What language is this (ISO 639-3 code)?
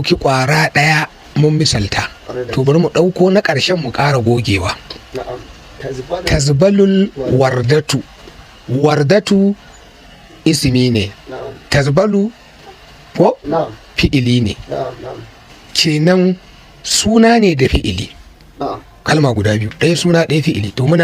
hau